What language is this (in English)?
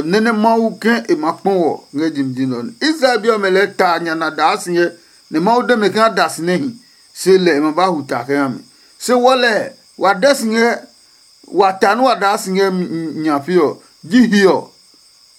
Adangme